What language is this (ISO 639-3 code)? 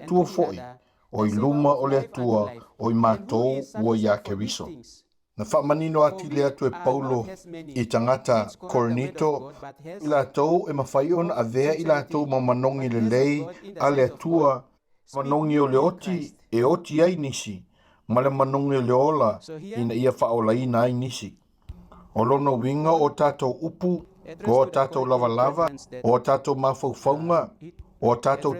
smo